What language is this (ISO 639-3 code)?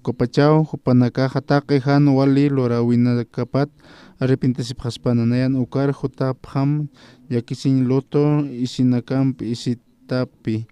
aym